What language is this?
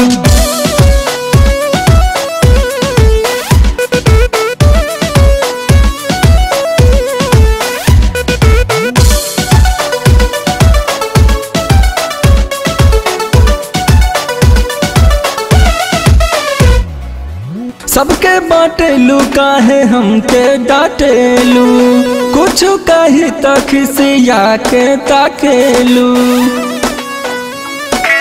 Bhojpuri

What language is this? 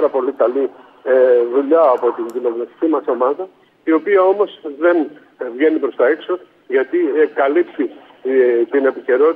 Greek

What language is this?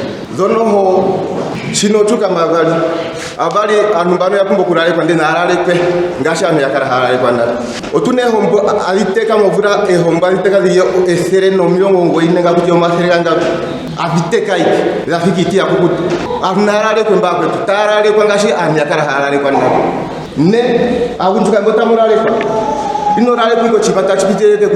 Ndonga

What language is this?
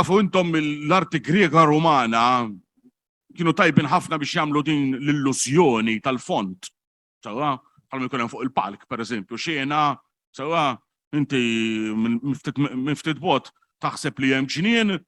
Maltese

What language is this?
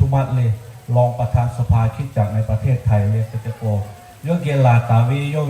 Lahu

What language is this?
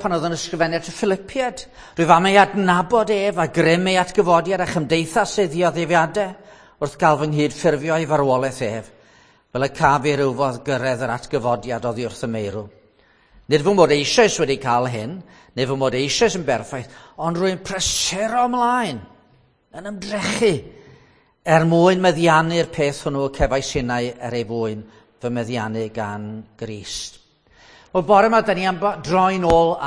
Welsh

